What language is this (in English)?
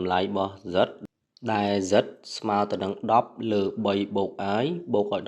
Khmer